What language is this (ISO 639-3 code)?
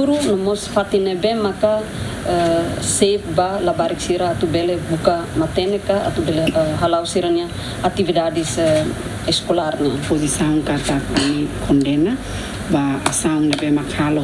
tet